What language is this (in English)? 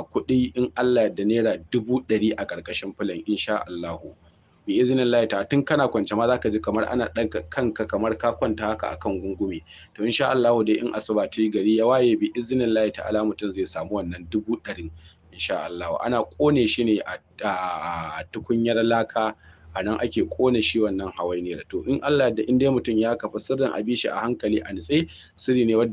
Hausa